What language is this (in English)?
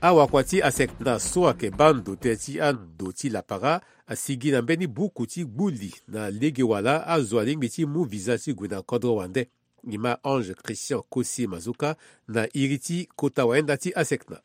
Sango